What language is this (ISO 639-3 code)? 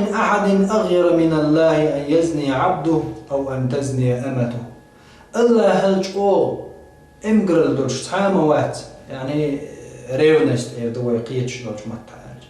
che